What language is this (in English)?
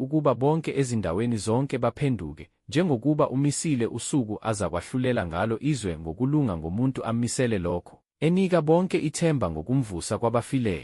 Zulu